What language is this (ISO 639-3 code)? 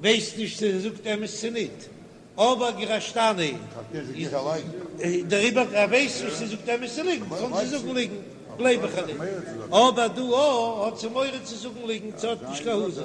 yid